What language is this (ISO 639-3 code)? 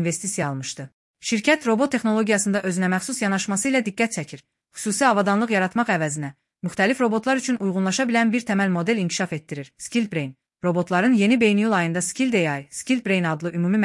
aze